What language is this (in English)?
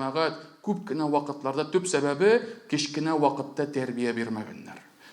Tatar